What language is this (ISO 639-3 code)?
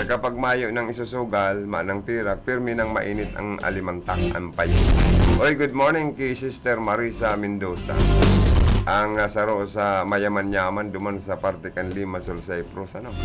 bik